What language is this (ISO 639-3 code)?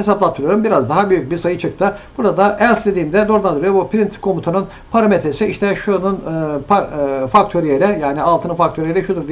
tur